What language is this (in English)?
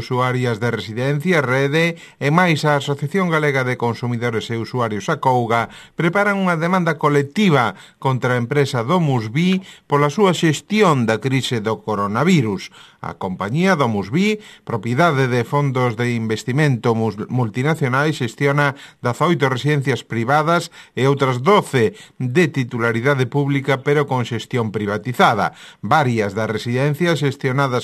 Galician